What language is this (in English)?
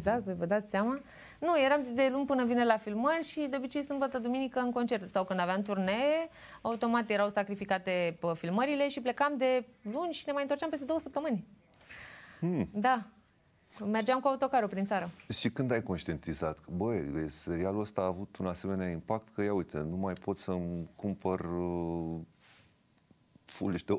Romanian